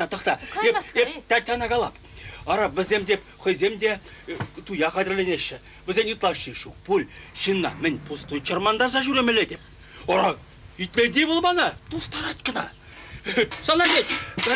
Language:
Chuvash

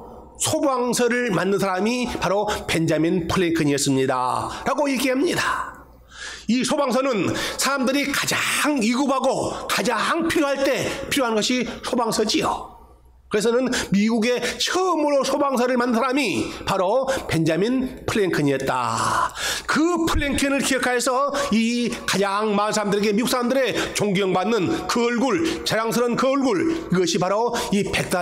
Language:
Korean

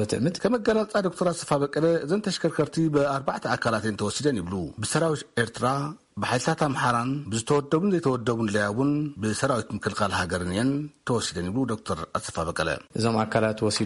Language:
Tigrinya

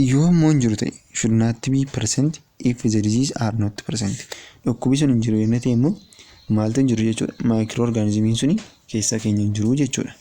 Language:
Oromo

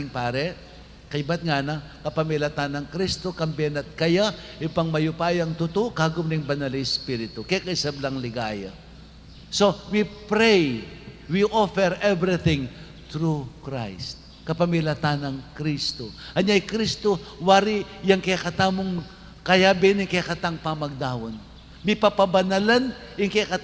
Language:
Pampanga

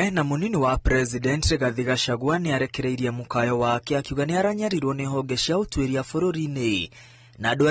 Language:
Kikuyu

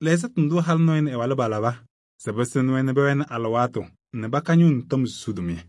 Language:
Kabiyè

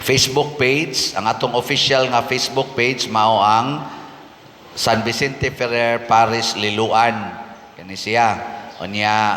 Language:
Cebuano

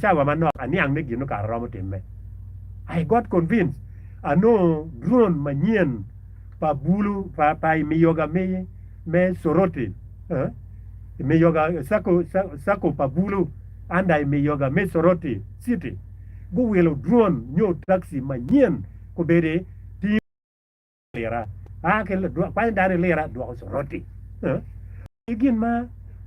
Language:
Acoli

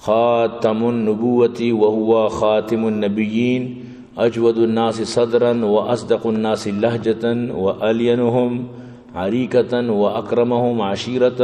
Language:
Eastern Balochi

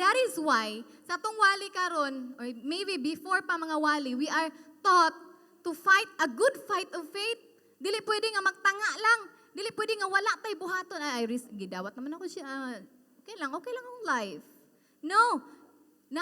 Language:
Cebuano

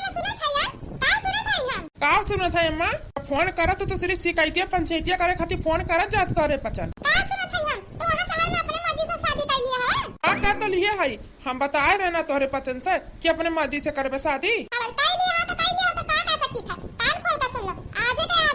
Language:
Awadhi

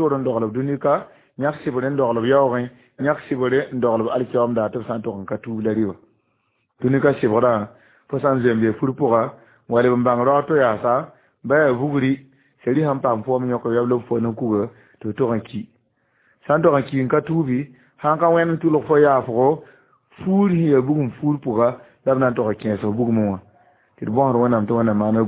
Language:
Mossi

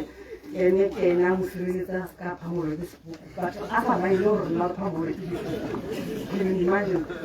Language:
Tswana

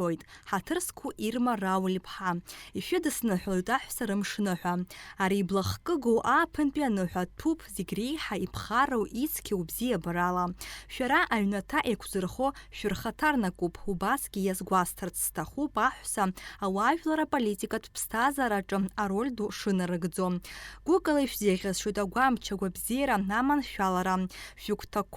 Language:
Abkhazian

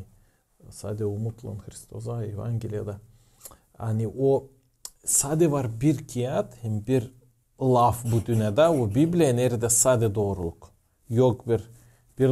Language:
Gagauz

